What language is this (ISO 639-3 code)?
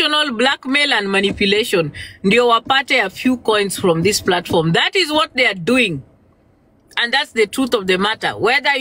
swa